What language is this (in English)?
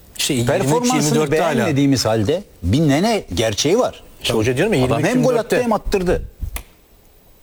Turkish